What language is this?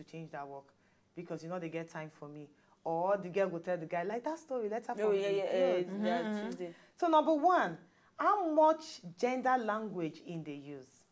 Nigerian Pidgin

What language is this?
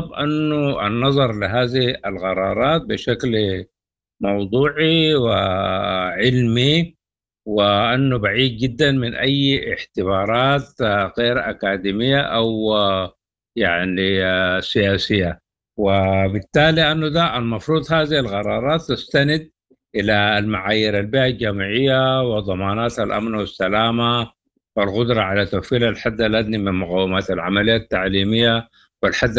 Sudanese Arabic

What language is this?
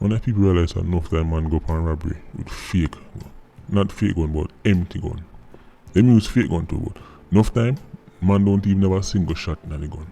Jamaican Creole English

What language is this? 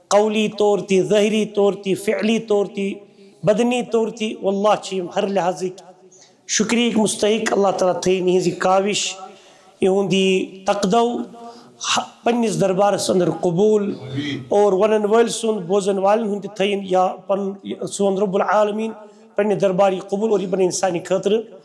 Kashmiri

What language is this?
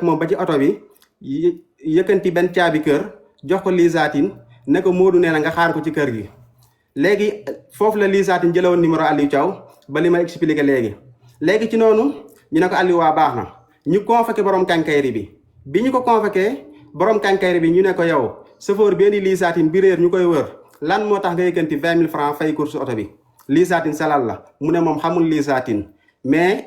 Wolof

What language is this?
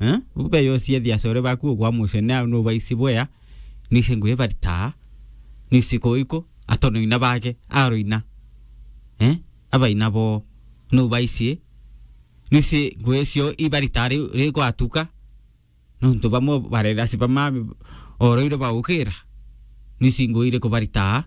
Meru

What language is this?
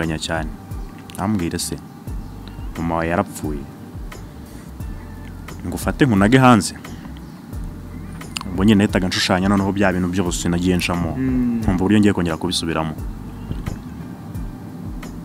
Kinyarwanda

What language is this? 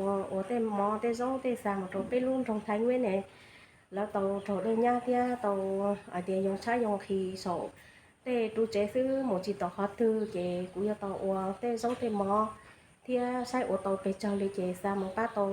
Hmong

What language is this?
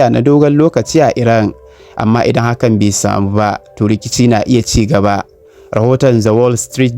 Hausa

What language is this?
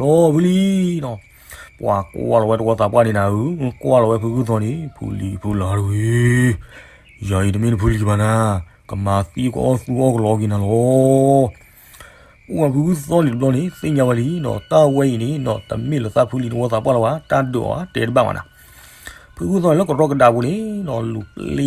S'gaw Karen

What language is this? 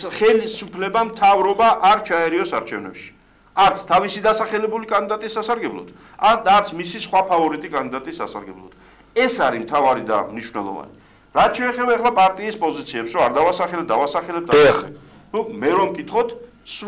Georgian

